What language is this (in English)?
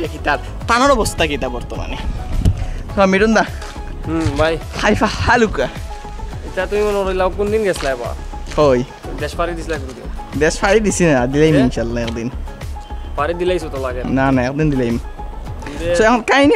Sylheti